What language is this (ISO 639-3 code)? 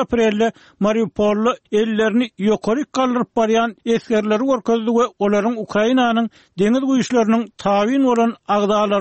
tuk